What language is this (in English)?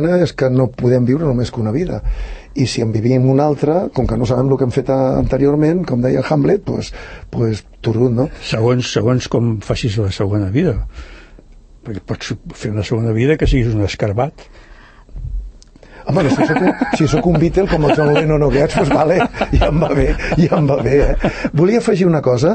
Catalan